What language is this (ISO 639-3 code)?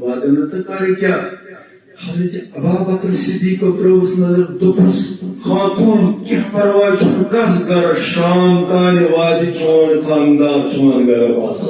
kas